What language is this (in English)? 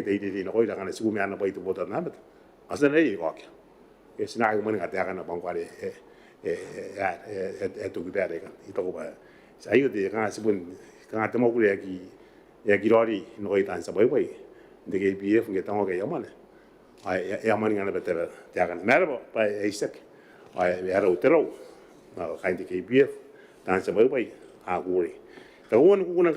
Gilbertese